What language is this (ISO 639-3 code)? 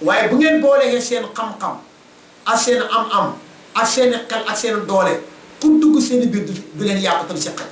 wol